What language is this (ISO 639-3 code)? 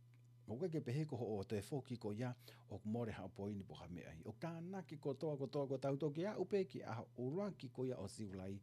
ton